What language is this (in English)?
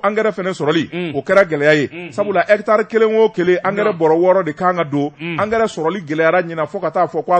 Bambara